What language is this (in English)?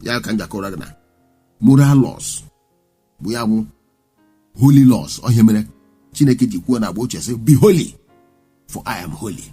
Igbo